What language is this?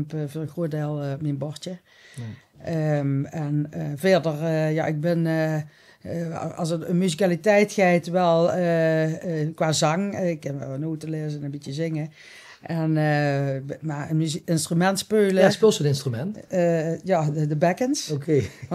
Limburgish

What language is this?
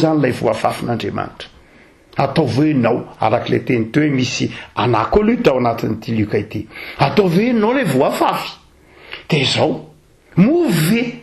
Malagasy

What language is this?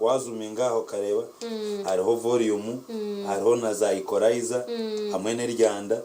Nyankole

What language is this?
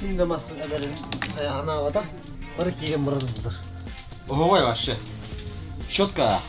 Yakut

